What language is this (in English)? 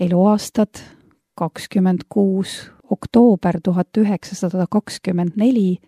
Estonian